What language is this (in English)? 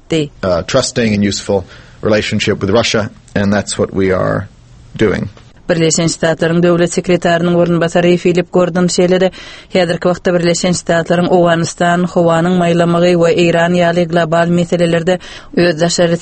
Turkmen